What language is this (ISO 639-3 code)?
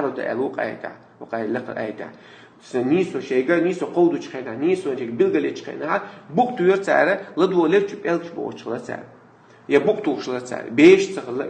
che